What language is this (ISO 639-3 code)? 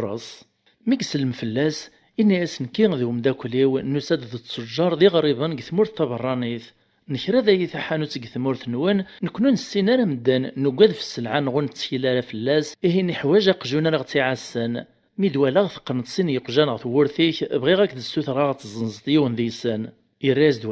kab